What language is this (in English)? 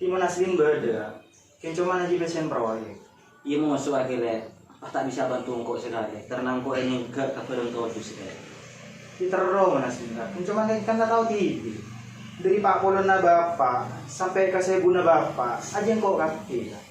Madurese